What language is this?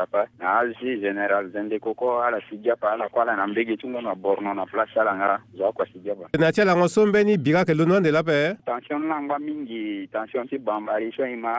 Sango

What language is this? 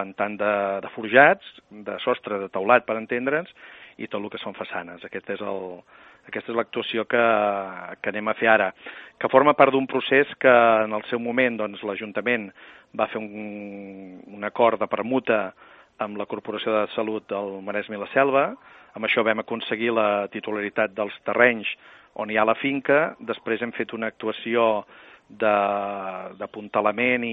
Catalan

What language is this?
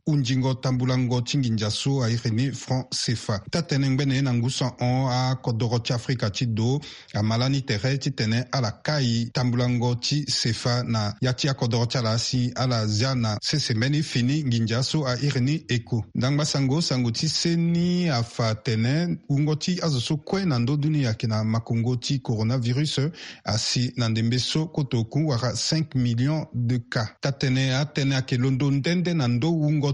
Sango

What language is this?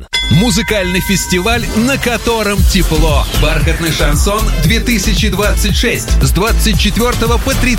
Russian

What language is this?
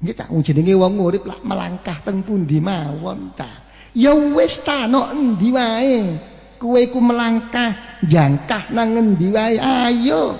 Javanese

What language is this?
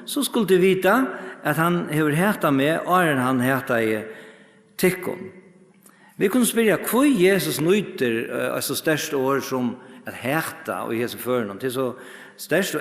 Faroese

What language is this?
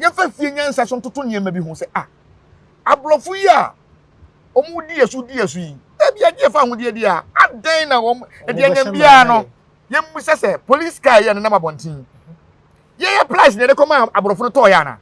Akan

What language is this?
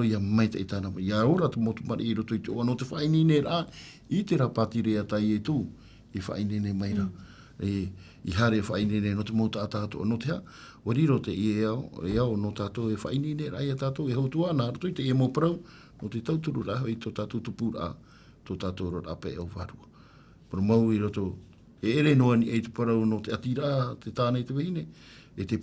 Tahitian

